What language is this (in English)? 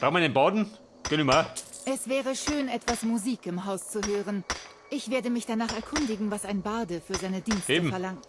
Bavarian